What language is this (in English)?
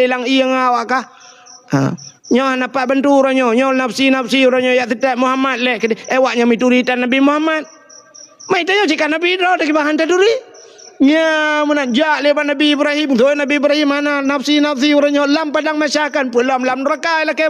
Achinese